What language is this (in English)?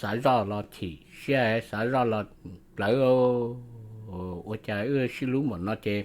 Hmong